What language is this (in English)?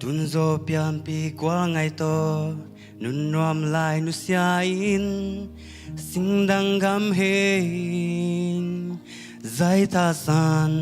Tedim Chin